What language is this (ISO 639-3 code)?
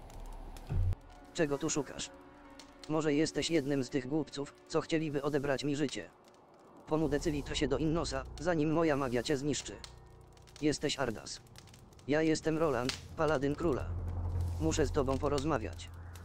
pol